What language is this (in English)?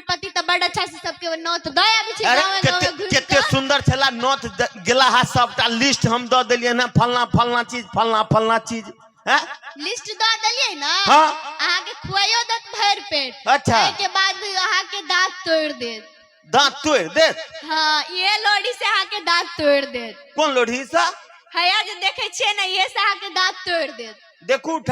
Maithili